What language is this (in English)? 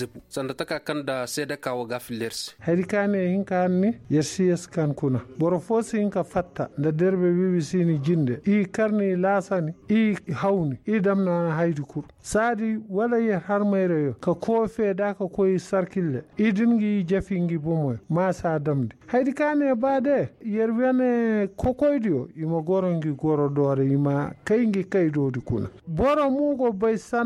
Koyraboro Senni